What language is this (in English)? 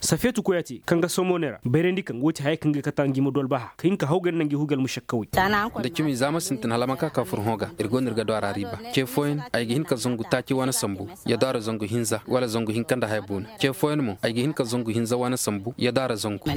Koyraboro Senni